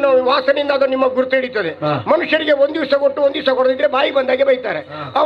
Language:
Kannada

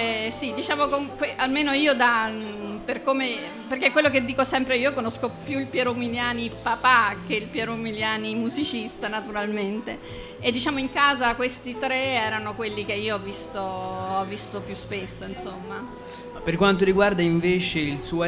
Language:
Italian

